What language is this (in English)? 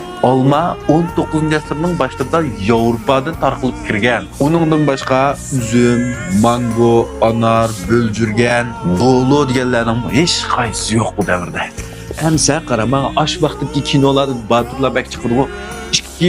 Uyghur